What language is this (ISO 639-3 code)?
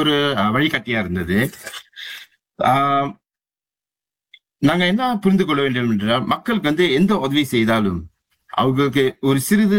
tam